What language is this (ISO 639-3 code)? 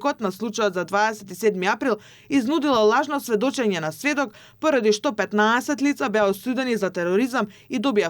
mkd